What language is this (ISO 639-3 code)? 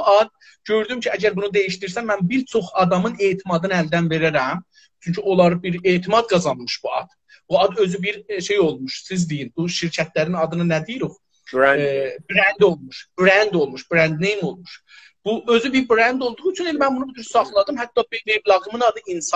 azb